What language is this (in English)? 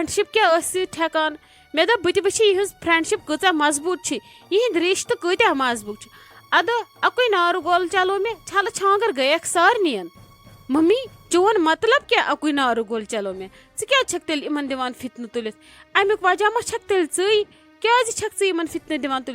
Kashmiri